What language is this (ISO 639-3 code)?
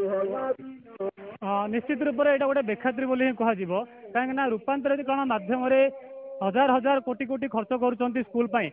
ori